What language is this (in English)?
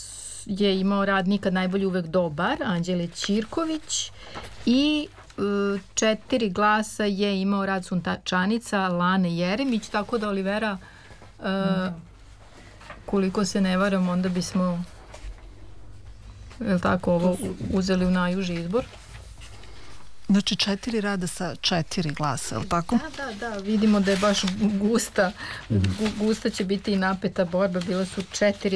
Serbian